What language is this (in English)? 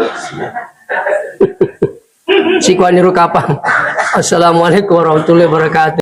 Buginese